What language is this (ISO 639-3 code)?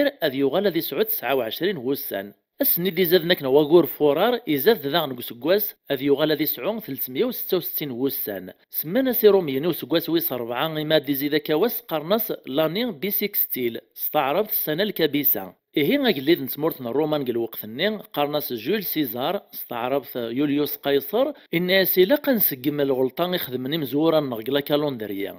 kab